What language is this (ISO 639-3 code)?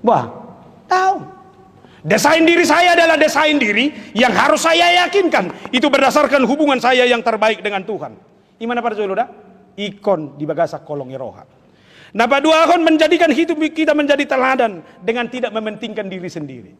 bbc